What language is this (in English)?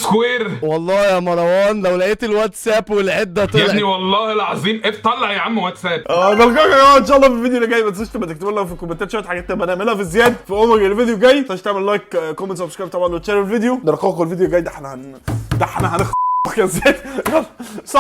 Egyptian Arabic